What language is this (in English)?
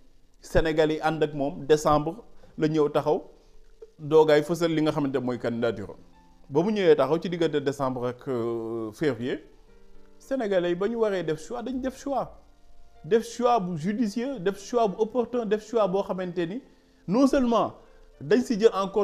Wolof